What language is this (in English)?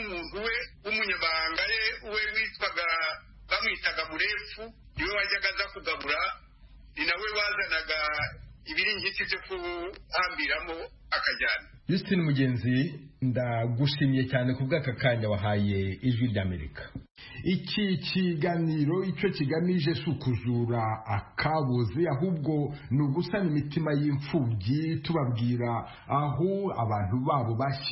Kinyarwanda